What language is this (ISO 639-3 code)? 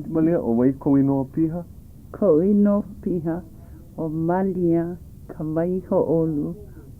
haw